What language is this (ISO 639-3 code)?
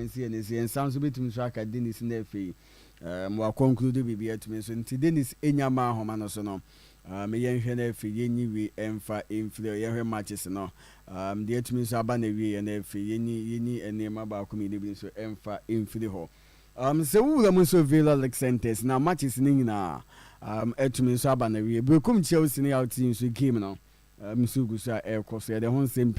aka